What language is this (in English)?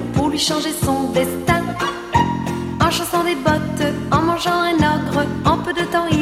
French